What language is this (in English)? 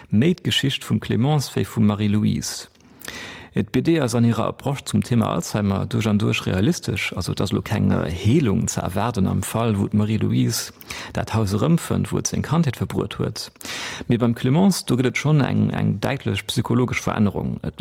Luxembourgish